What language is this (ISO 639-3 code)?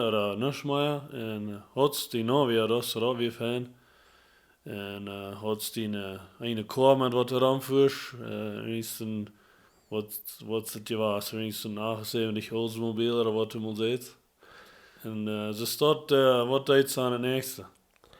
pdt